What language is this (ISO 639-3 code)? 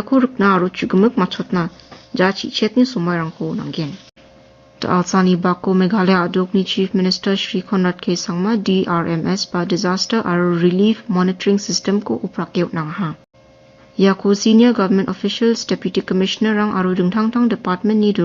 grt